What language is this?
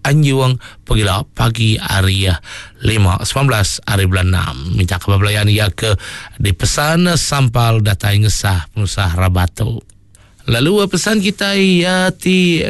Iban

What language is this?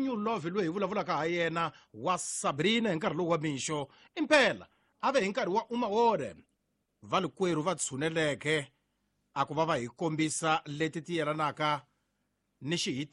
Tsonga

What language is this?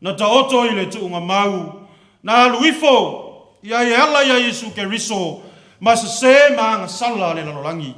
Samoan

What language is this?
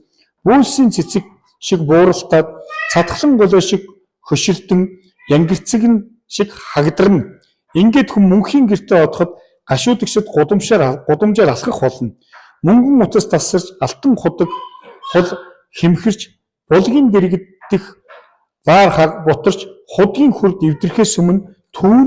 Mongolian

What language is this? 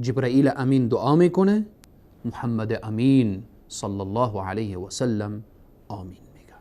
Persian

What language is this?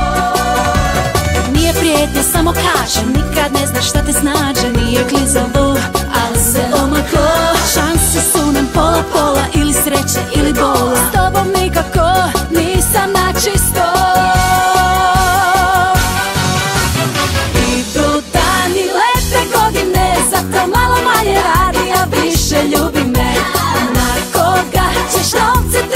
Croatian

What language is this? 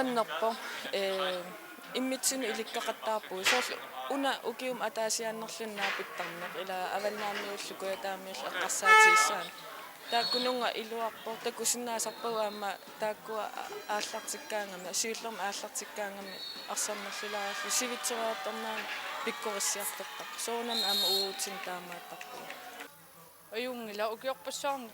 Kalaallisut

